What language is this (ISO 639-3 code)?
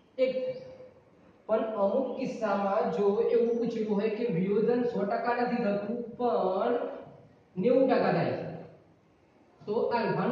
guj